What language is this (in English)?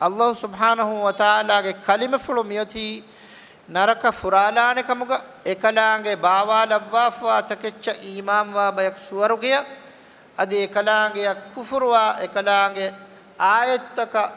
Divehi